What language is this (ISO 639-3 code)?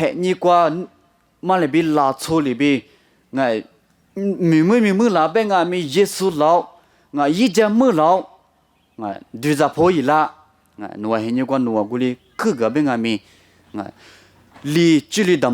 lis